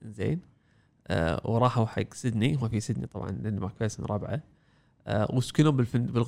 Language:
Gulf Arabic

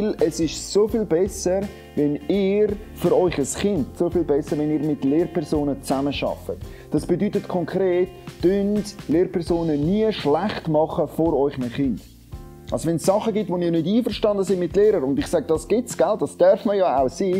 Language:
Swiss German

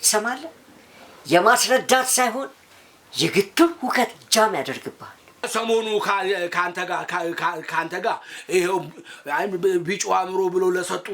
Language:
Amharic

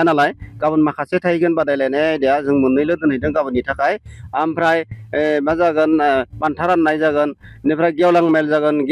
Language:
Bodo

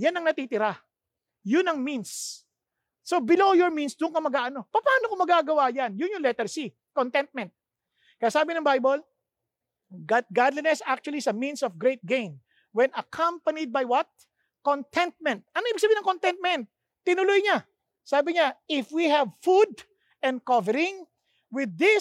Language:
Filipino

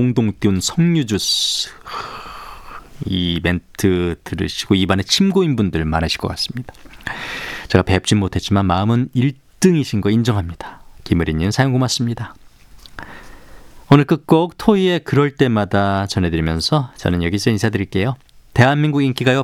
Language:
Korean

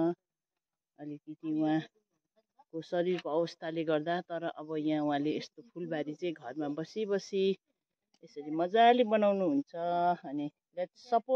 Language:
Nepali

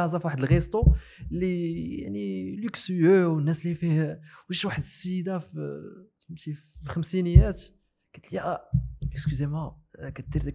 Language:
Moroccan Arabic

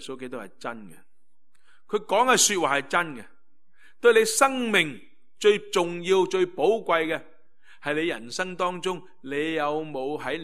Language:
Cantonese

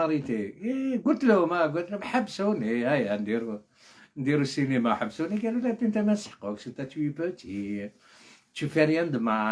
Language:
Algerian Arabic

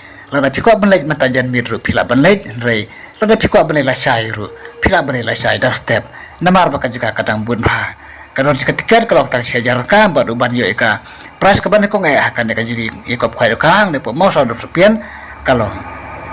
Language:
Khasi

